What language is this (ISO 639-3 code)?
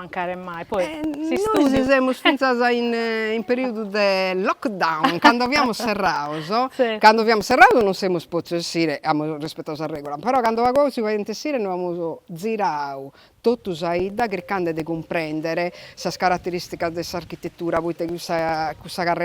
srd